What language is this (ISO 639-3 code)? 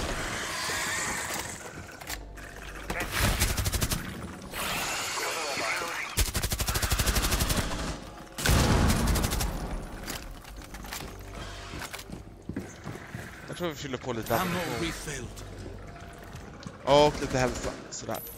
swe